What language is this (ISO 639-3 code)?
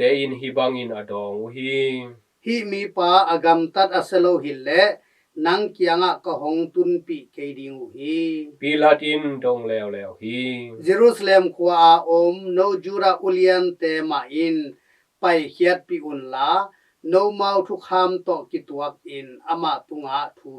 ctd